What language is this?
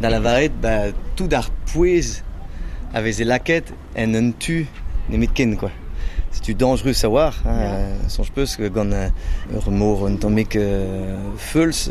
Breton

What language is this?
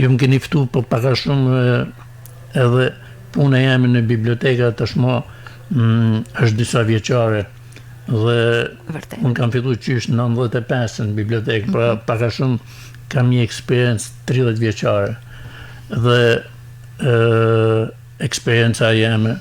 Albanian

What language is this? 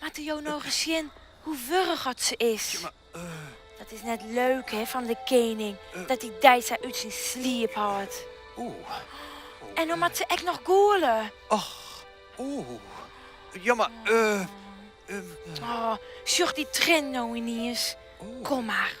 Western Frisian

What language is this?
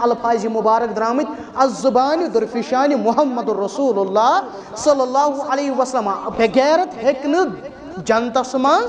Kashmiri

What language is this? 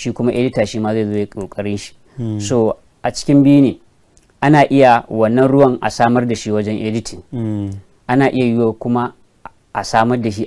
Hausa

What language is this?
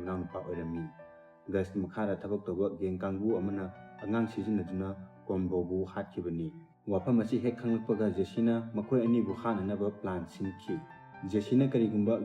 Manipuri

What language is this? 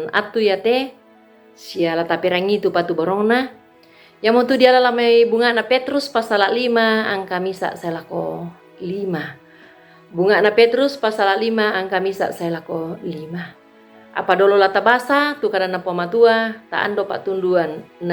Toraja-Sa'dan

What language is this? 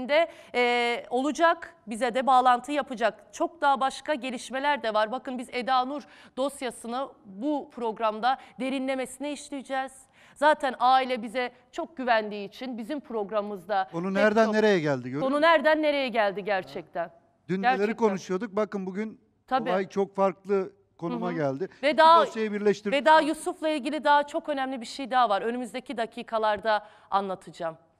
Turkish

